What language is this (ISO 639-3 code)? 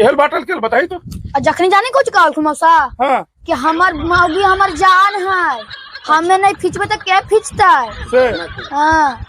mag